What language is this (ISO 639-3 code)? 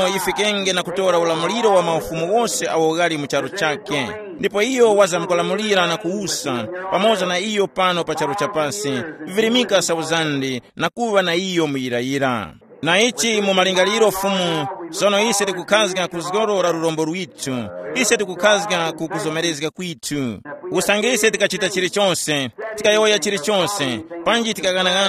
tum